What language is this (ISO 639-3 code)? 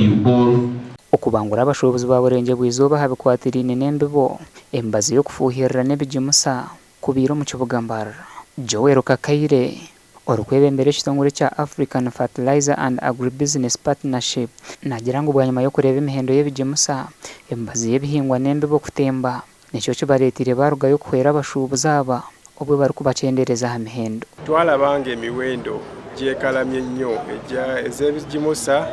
nyn